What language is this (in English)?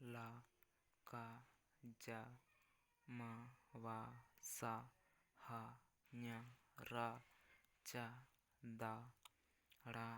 Santali